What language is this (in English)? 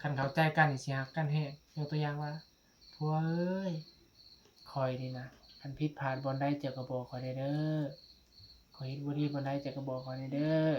Northeastern Thai